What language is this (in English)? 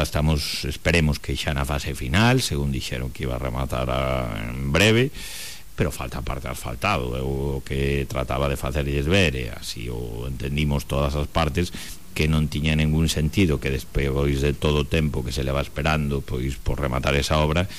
Galician